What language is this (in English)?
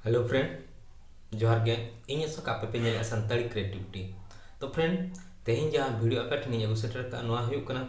Santali